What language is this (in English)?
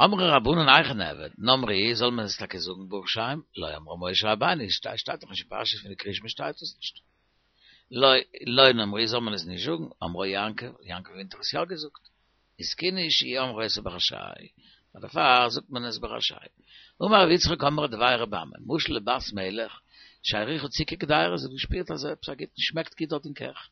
Yiddish